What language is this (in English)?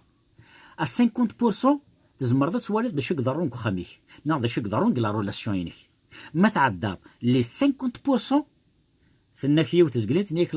Kabyle